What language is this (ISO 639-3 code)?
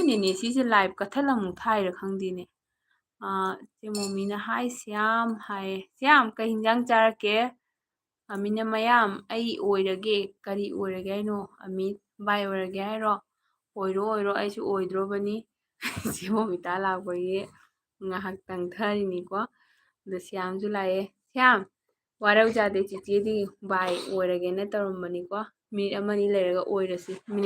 mni